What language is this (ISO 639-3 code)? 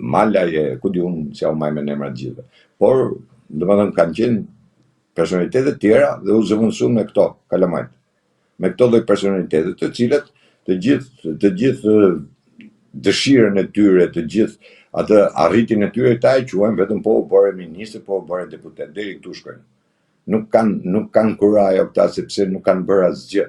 sqi